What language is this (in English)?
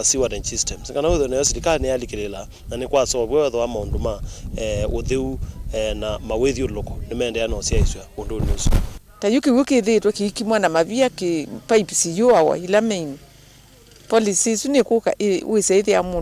Kamba